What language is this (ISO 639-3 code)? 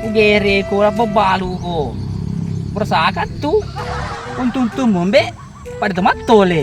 bug